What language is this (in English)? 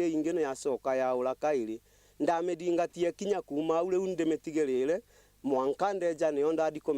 Meru